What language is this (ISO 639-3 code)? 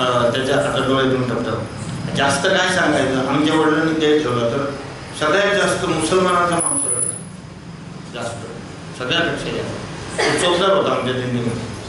mar